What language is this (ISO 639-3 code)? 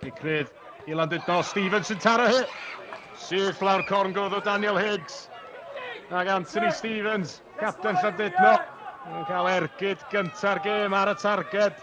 cym